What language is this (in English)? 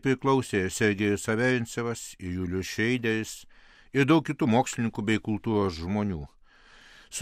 Lithuanian